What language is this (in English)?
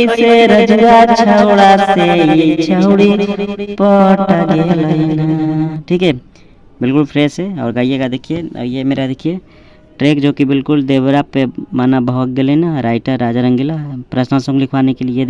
Magahi